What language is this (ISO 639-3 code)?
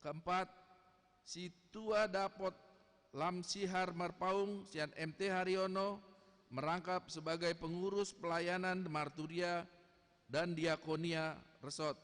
bbc